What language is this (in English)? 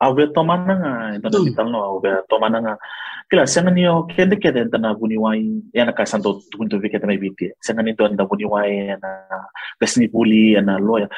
Fijian